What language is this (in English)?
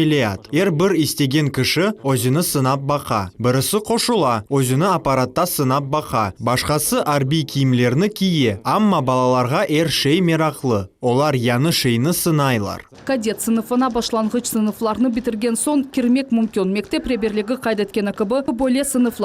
Crimean Tatar